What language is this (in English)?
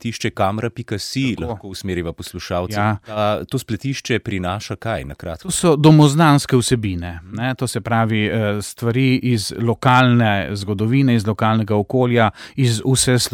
Slovenian